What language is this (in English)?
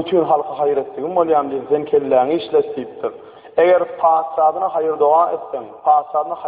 Turkmen